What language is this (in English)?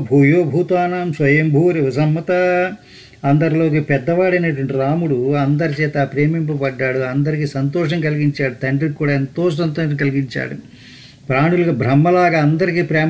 Telugu